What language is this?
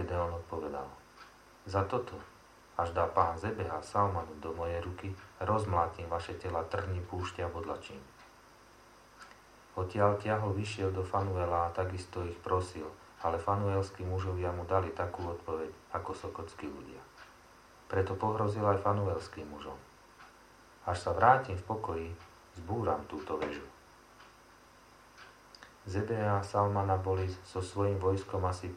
Slovak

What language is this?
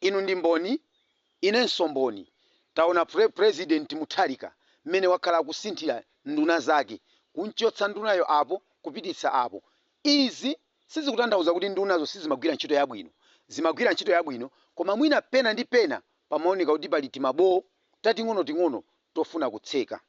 Nyanja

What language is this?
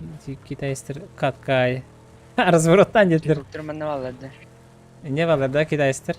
Yakut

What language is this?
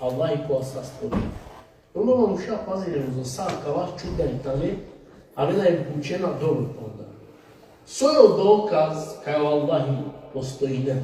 Balkan Romani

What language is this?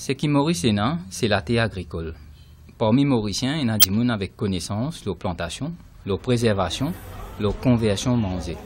Morisyen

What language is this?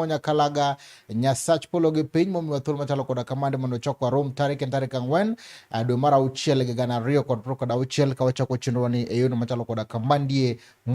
Luo (Kenya and Tanzania)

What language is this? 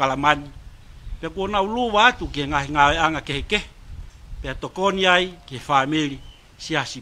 Tongan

